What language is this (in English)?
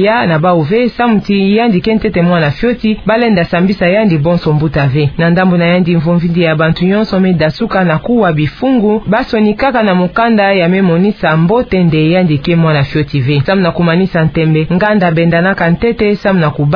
Kituba (Democratic Republic of Congo)